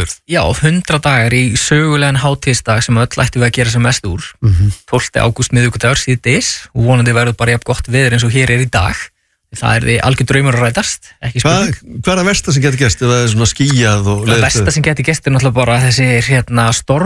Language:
Icelandic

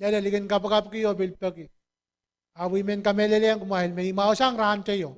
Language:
Pohnpeian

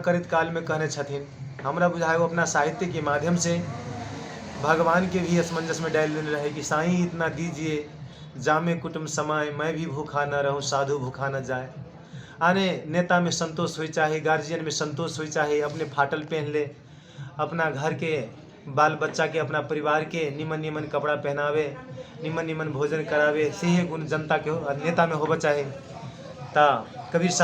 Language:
Magahi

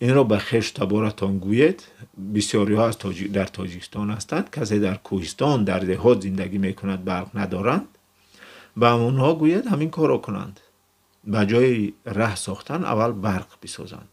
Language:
Tajik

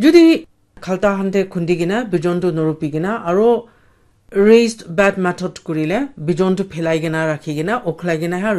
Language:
Naga Pidgin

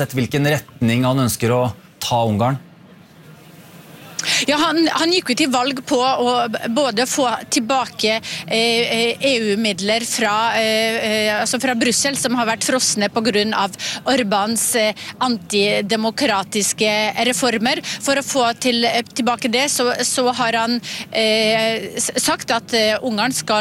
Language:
Norwegian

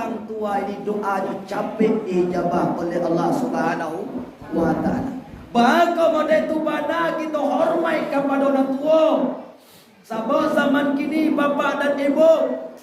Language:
Minangkabau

